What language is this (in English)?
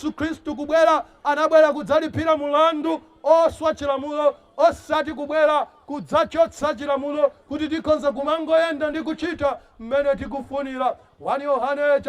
Nyanja